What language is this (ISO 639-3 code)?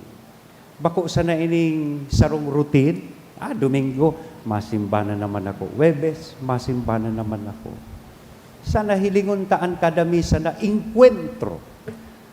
bik